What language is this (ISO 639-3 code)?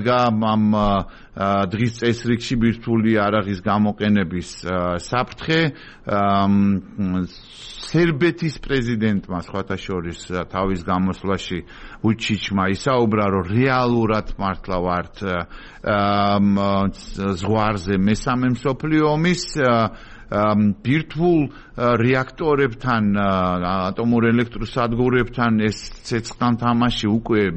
kat